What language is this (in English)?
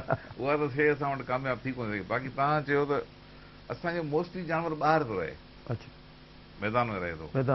Sindhi